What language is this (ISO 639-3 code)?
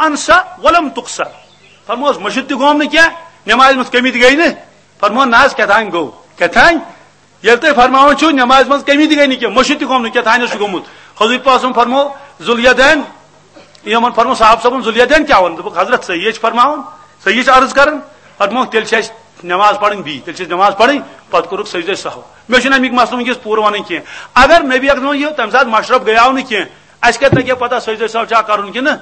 kas